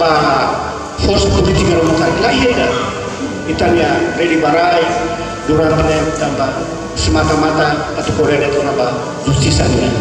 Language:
Tetum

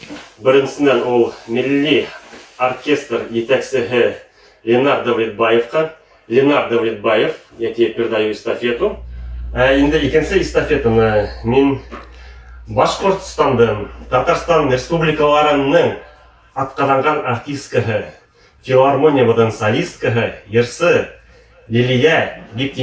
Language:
Bashkir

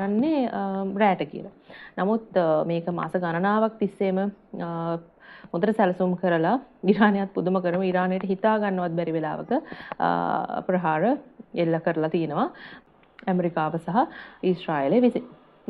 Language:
Sinhala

